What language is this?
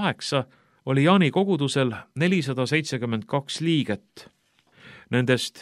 Estonian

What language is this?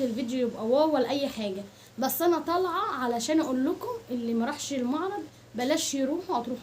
Egyptian Arabic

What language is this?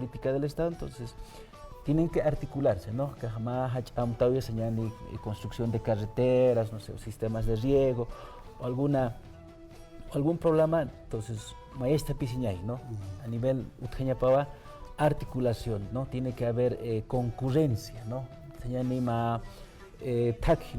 Aymara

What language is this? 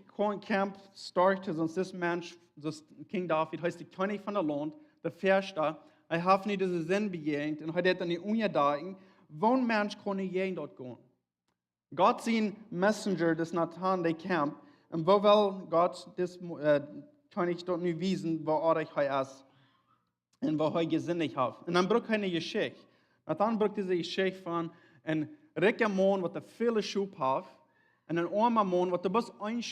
Plautdietsch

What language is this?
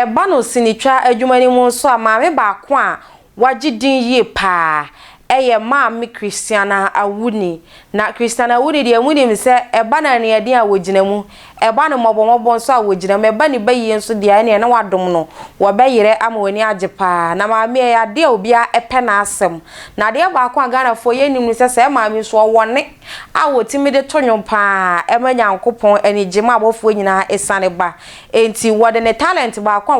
Akan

